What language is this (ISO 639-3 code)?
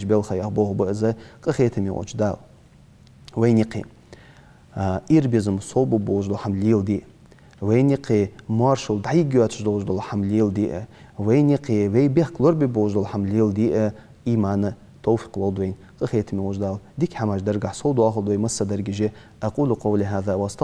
inh